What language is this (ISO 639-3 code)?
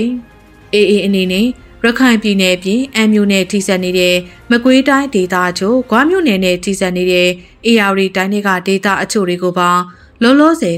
mya